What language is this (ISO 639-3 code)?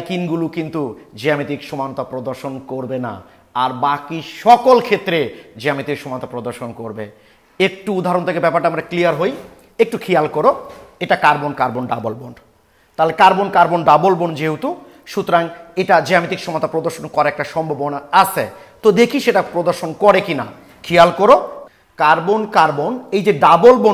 ben